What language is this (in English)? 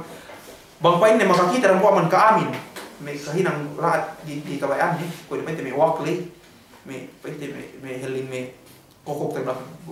Yakan